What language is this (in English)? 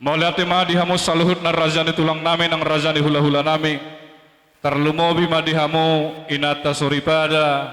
Batak Toba